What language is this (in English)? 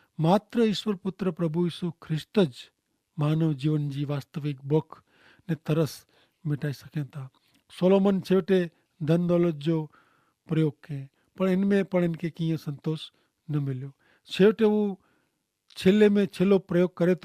Kachhi